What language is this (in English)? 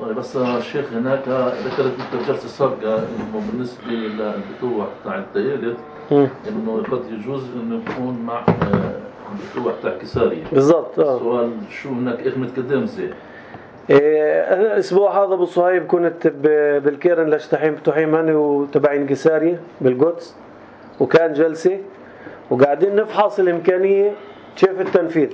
North Levantine Arabic